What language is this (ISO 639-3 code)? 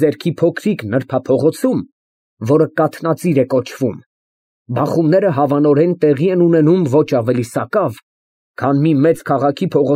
hye